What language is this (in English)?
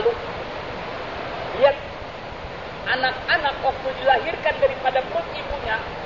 Indonesian